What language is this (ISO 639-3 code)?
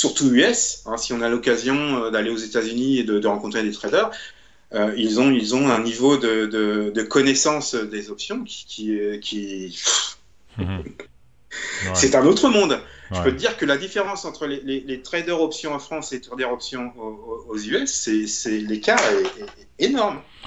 fra